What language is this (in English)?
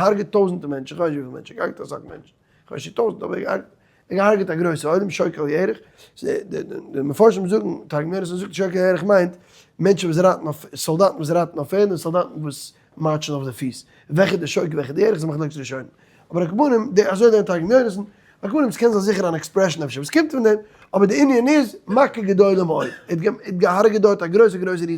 Yiddish